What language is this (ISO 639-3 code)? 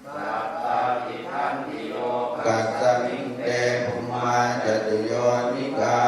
pli